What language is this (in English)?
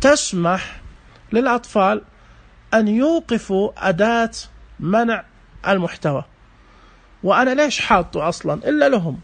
Najdi Arabic